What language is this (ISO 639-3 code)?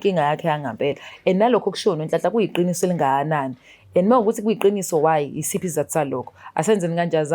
zul